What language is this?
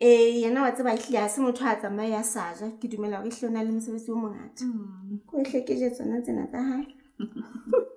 Southern Sotho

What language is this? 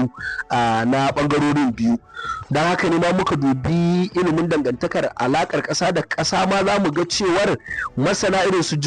Hausa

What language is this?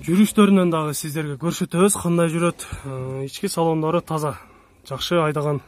Kyrgyz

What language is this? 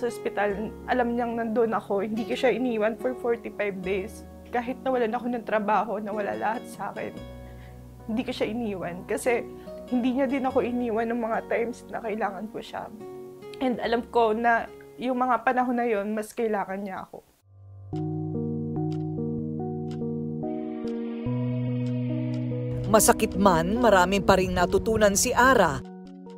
Filipino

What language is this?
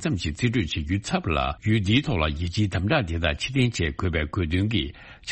Tibetan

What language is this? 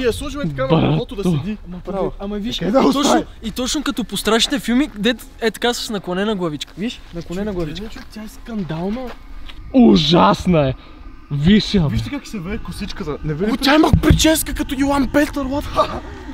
Bulgarian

